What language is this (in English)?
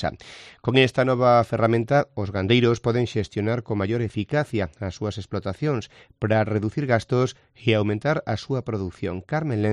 Galician